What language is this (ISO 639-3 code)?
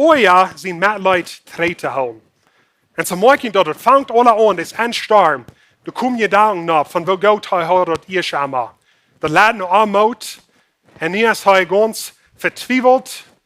pdt